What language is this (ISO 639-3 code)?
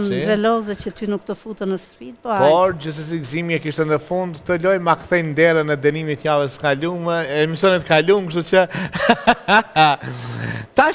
sqi